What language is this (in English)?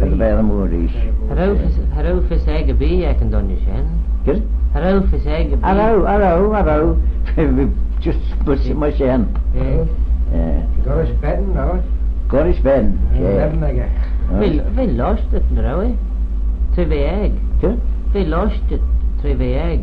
Manx